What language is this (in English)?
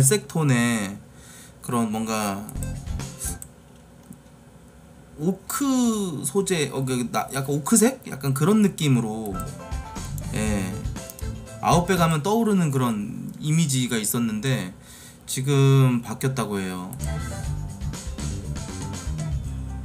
Korean